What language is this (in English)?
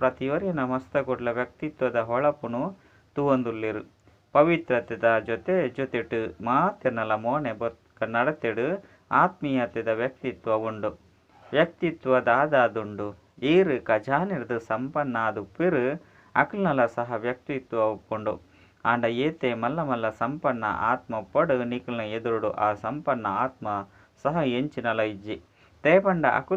Tulu